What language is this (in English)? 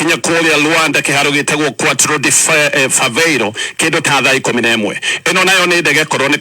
Kikuyu